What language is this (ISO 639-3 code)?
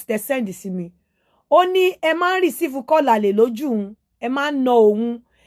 yor